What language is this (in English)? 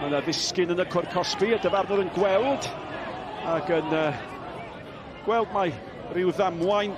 Welsh